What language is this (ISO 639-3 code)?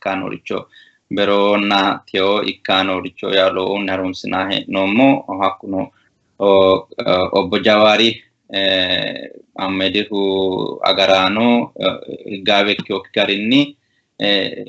sid